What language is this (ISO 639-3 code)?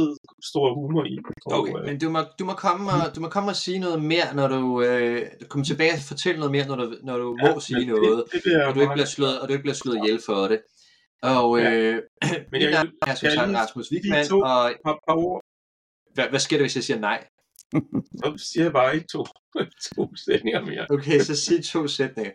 dan